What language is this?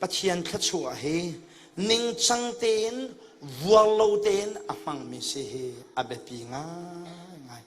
Hakha Chin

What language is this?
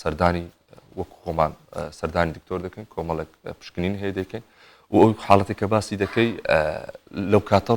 Central Kurdish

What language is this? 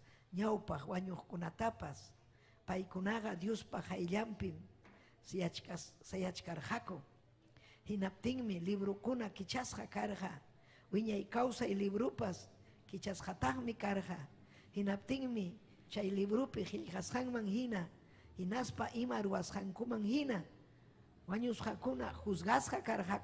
Ayacucho Quechua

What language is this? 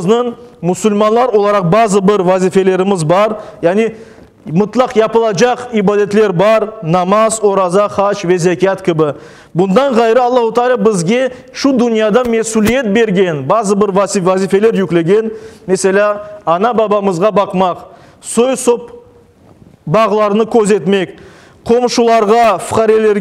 Crimean Tatar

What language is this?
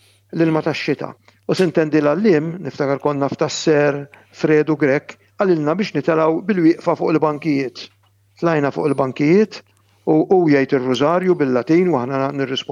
Maltese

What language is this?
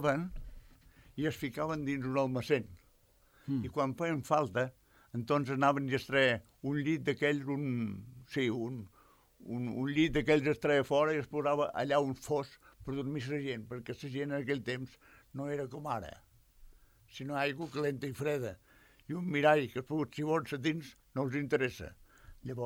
Catalan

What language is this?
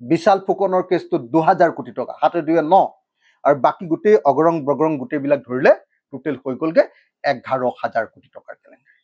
Assamese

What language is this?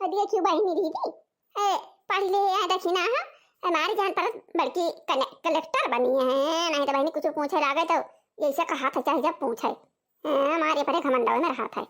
Awadhi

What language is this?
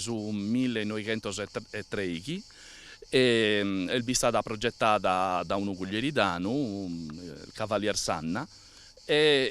Sardinian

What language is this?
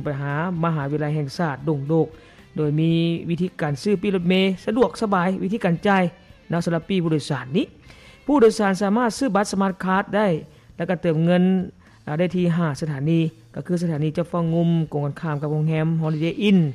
Lao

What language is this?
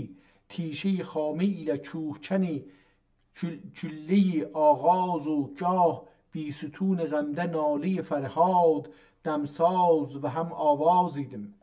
South Azerbaijani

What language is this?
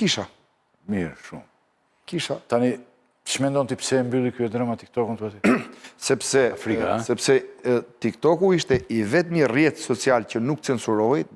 Albanian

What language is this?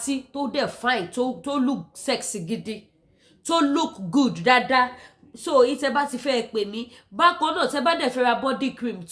Yoruba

